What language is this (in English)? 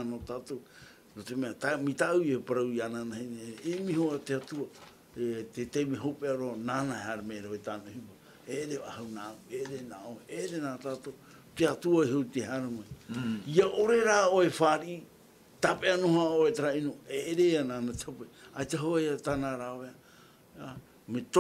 Tahitian